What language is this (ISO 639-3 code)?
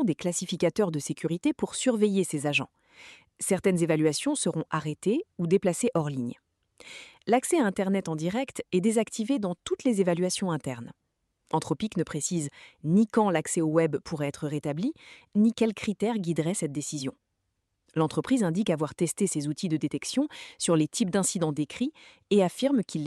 fra